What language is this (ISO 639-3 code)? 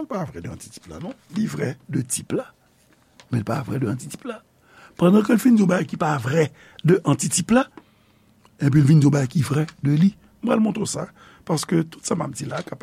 hat